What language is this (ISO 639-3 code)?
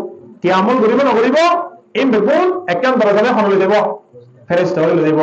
rhg